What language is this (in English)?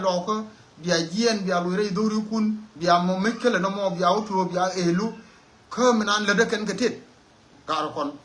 Nuer